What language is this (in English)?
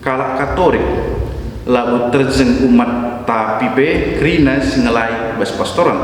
Batak Karo